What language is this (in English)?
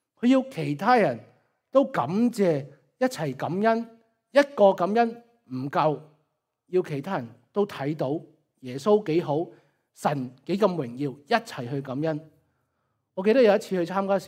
Cantonese